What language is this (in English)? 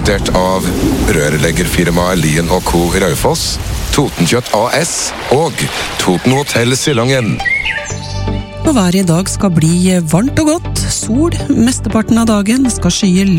Norwegian